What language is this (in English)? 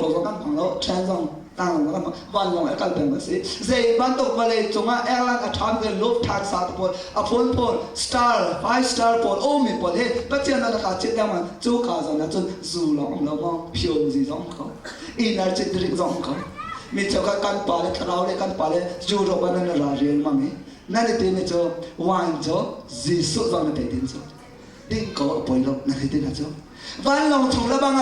Hakha Chin